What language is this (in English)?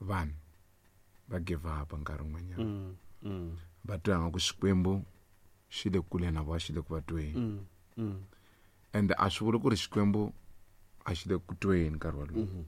Tsonga